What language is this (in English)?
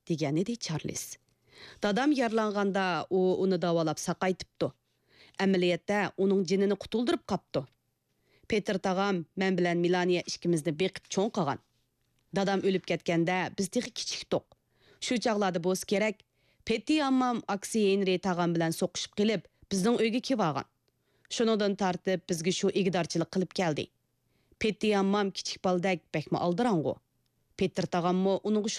Uyghur